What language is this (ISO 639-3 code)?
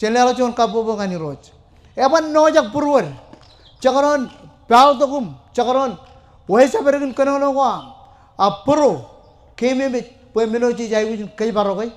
mah